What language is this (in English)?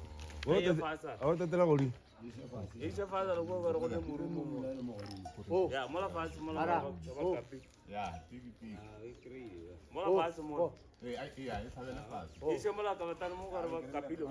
Northern Sotho